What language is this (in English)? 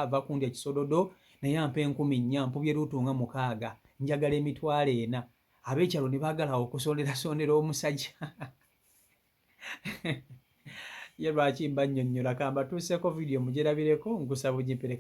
Ganda